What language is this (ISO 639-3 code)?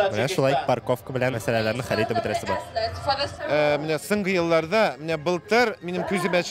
tat